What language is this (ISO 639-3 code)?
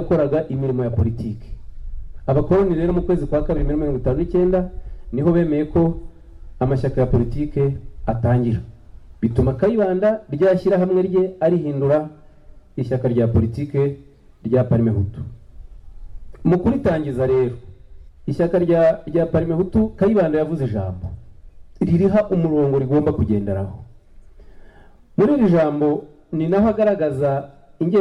kin